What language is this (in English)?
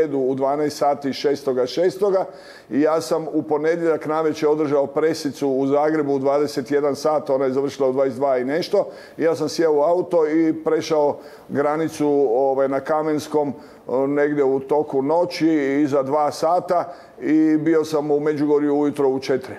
Croatian